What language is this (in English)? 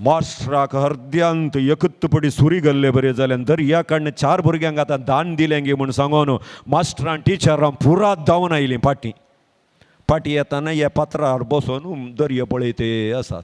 Konkani